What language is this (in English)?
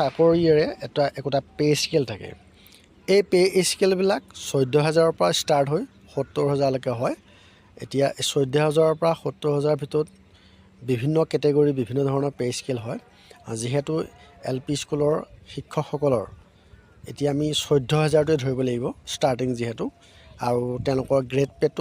Assamese